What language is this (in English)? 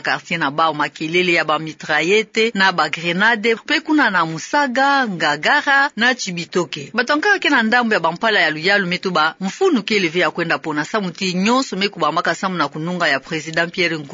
Kituba (Democratic Republic of Congo)